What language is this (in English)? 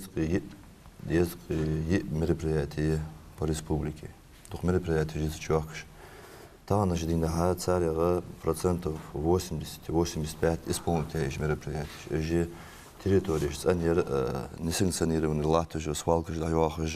Ingush